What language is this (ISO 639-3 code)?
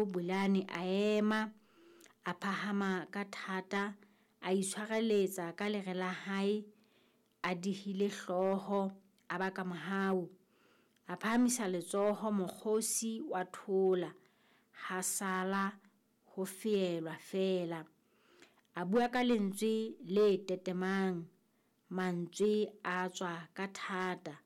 sot